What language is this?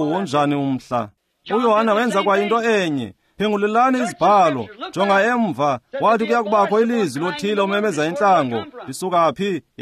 Xhosa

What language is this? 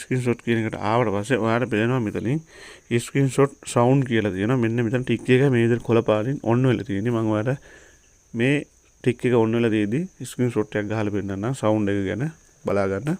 Sinhala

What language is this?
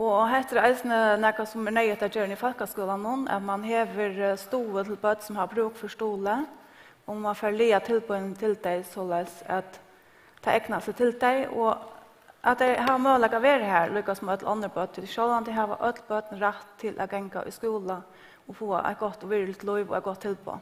Faroese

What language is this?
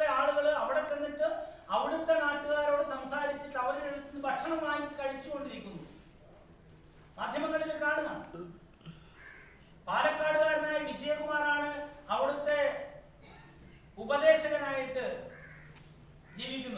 Malayalam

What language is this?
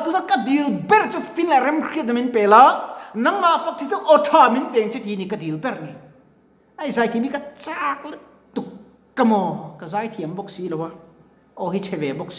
Mizo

